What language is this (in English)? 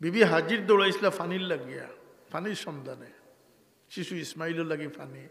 Sylheti